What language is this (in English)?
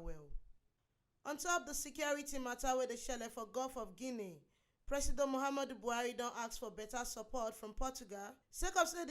Nigerian Pidgin